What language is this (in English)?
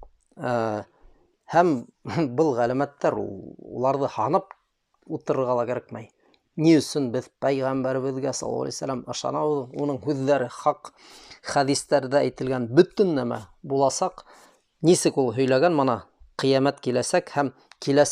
Bashkir